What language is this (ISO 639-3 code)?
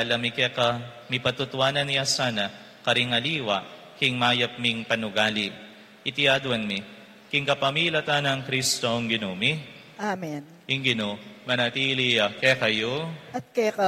pam